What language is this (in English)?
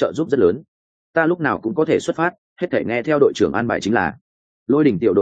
Vietnamese